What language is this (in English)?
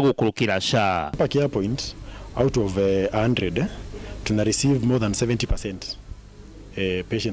Meru